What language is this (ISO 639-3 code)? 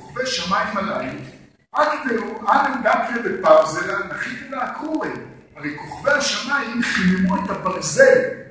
heb